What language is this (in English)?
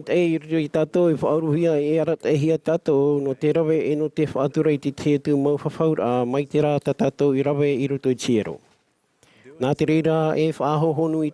Tahitian